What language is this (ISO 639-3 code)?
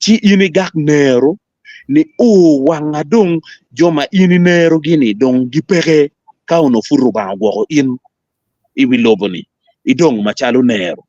ach